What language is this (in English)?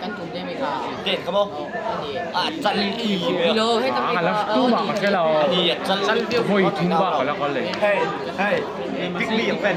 Mizo